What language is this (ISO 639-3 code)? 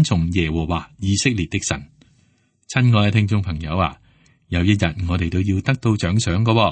yue